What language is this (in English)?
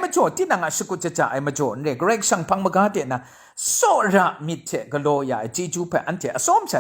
Kachin